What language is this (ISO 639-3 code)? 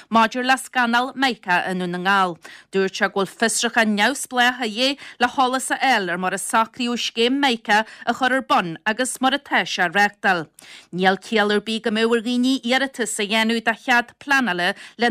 gle